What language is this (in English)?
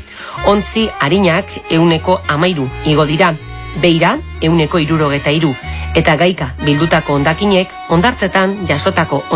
Basque